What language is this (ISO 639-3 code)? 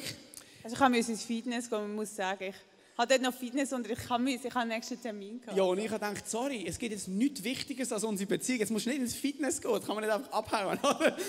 gsw